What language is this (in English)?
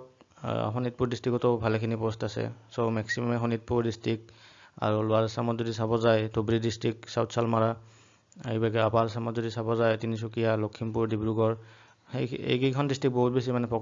Assamese